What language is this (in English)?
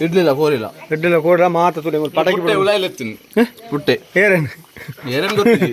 Tulu